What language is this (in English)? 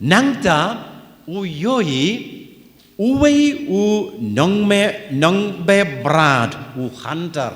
Khasi